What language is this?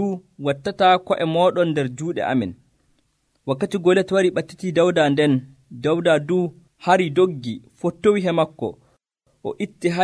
Nigerian Fulfulde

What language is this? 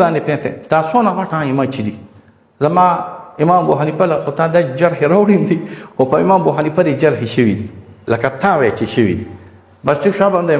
Pashto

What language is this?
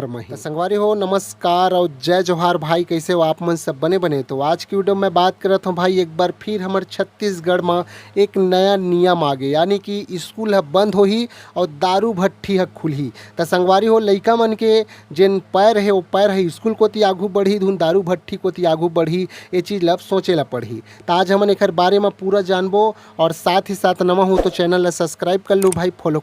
Chhattisgarhi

